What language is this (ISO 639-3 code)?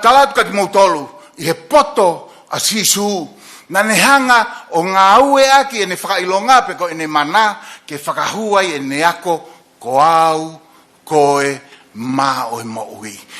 ton